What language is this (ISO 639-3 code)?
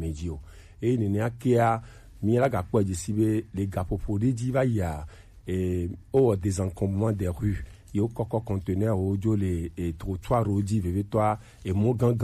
gej